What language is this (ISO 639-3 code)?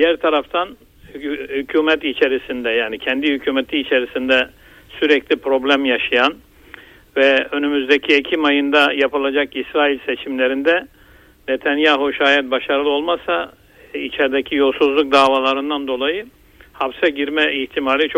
tur